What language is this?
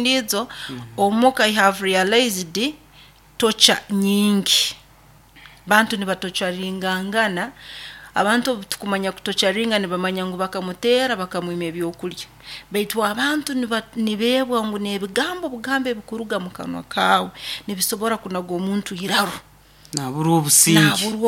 Nyoro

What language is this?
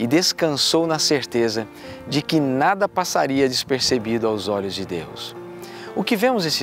Portuguese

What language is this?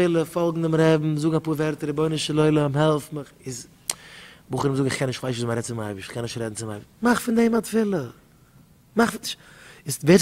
Yiddish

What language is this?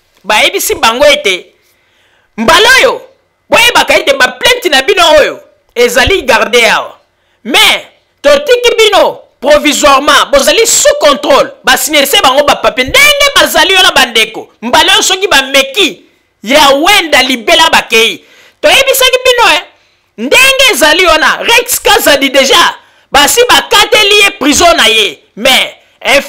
Lingala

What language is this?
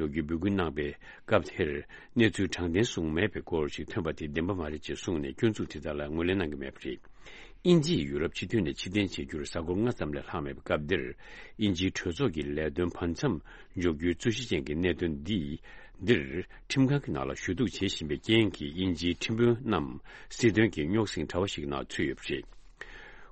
Tibetan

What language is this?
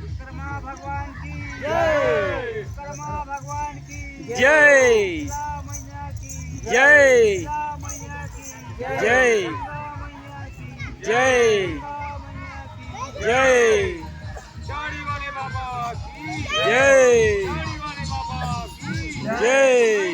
Chhattisgarhi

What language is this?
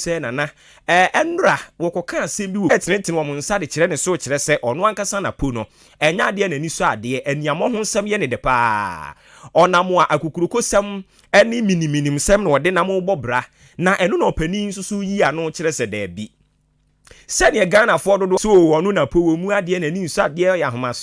Akan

